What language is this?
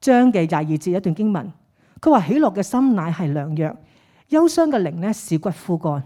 Cantonese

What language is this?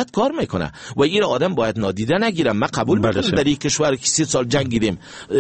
Persian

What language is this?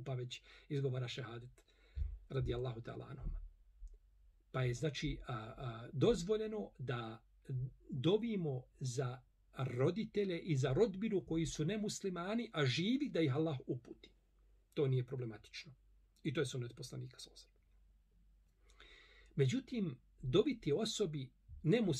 Bosnian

